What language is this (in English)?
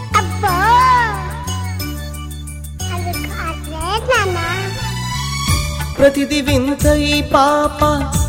Telugu